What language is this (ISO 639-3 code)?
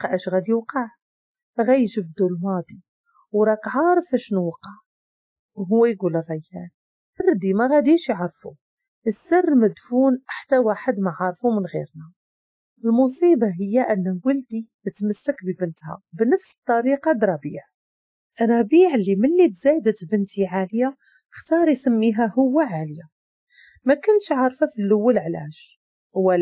ary